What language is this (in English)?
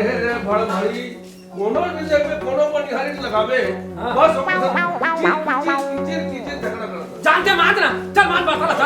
Chhattisgarhi